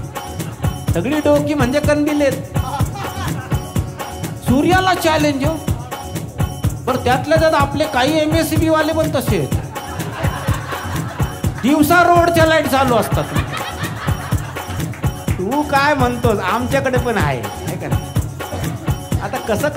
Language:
Marathi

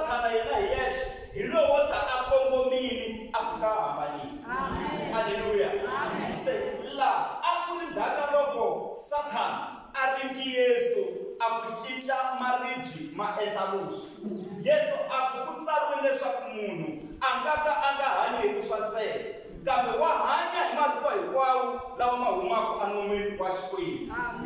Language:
Tsonga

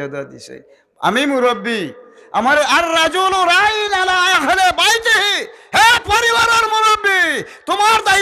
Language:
Sylheti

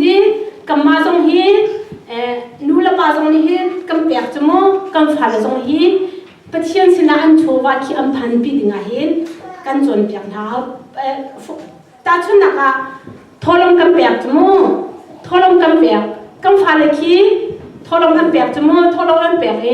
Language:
Hakha Chin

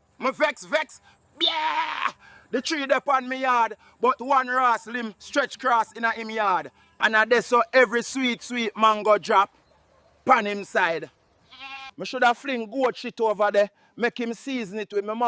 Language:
Jamaican Creole English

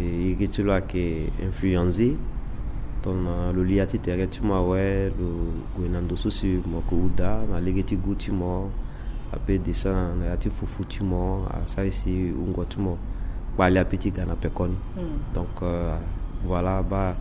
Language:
Sango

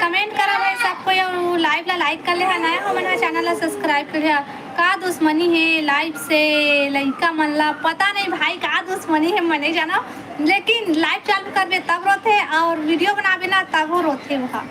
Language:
Chhattisgarhi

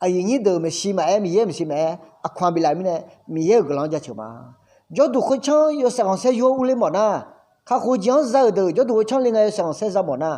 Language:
Akha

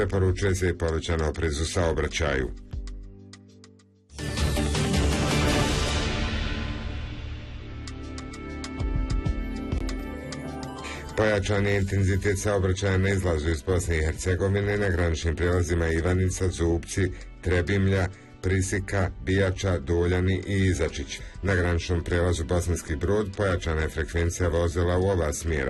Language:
Bosnian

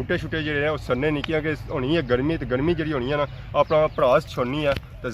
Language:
Pahari-Potwari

